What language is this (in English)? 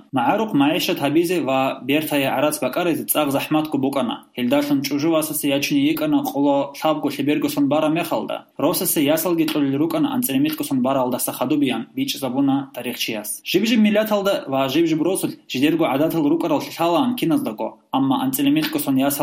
Avaric